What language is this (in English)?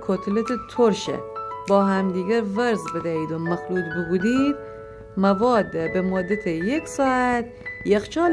Gilaki